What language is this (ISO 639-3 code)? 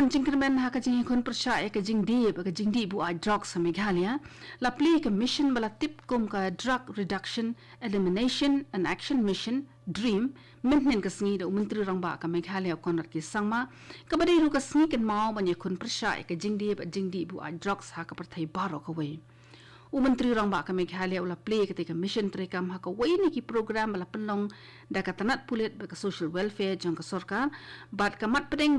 kha